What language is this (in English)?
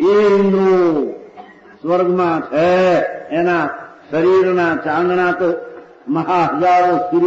Gujarati